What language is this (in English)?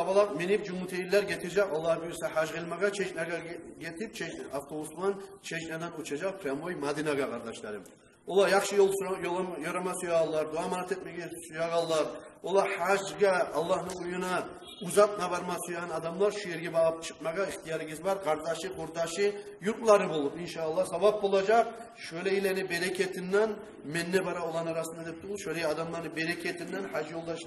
Kumyk